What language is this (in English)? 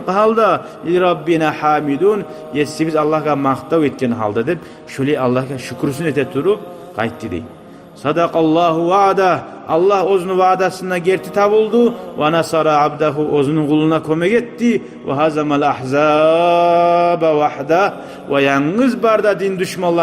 Kumyk